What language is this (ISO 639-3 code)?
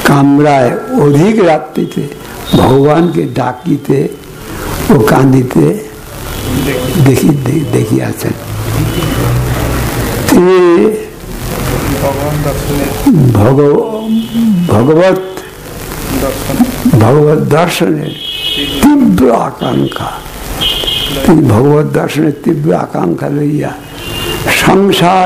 ben